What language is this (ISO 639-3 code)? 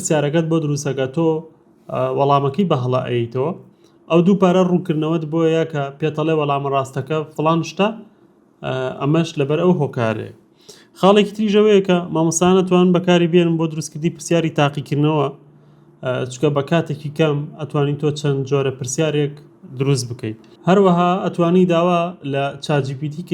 ckb